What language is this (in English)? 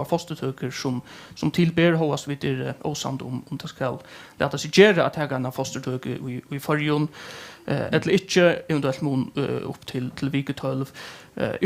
Faroese